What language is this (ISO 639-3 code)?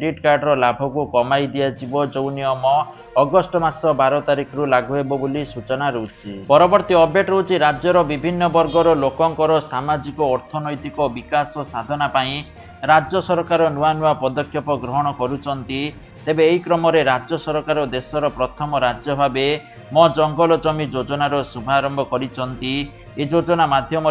ori